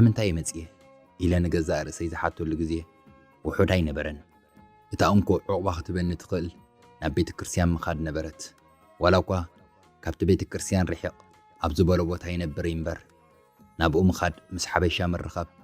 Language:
Tigrinya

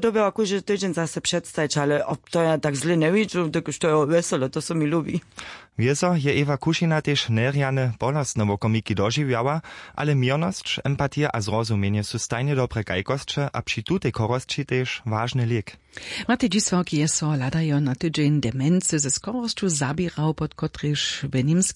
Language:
Upper Sorbian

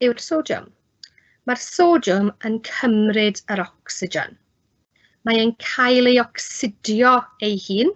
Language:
Welsh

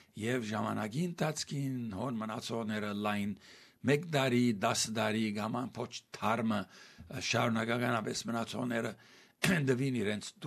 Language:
Armenian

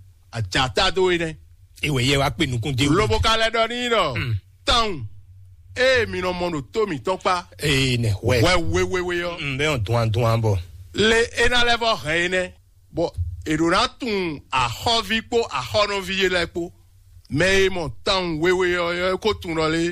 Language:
Fon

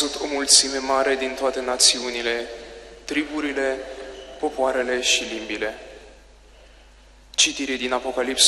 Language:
Romanian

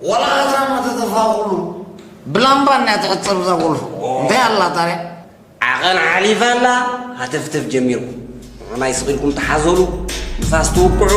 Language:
Tigrinya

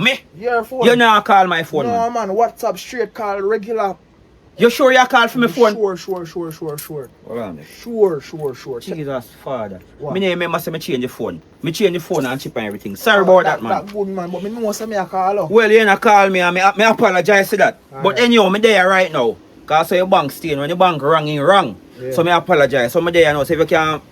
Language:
Jamaican Creole English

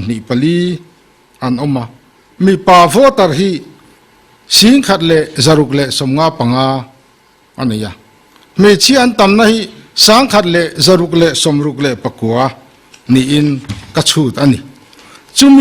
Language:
Mizo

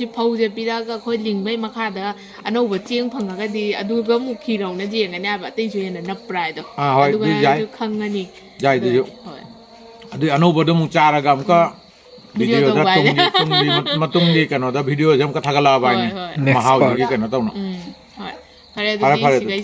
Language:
Manipuri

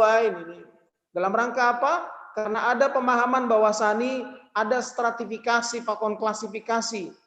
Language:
Batak Simalungun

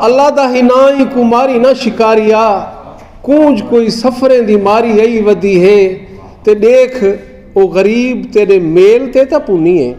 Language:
Saraiki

